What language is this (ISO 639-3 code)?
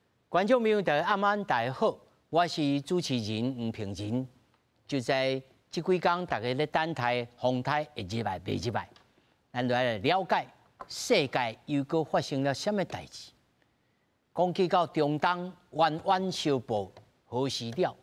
nan